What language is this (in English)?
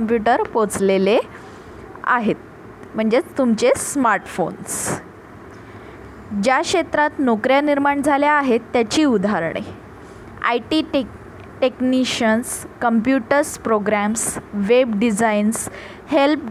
Marathi